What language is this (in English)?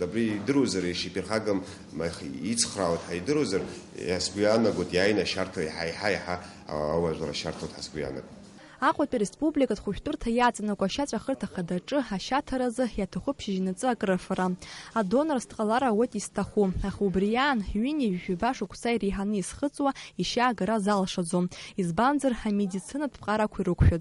Abkhazian